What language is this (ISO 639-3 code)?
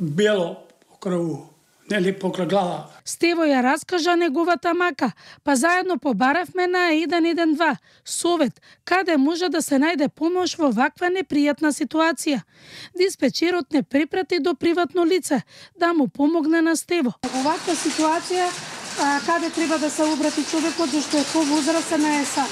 mkd